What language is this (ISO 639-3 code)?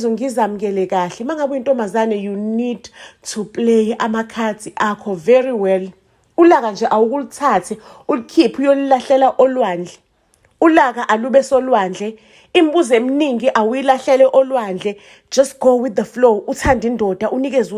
zul